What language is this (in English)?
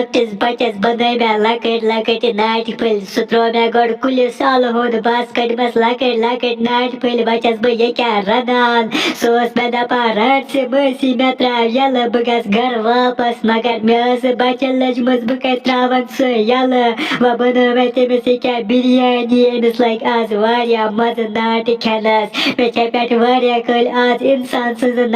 Kashmiri